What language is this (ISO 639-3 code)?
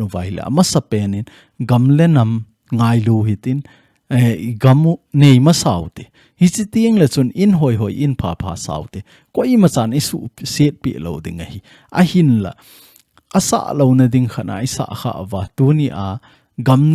tcz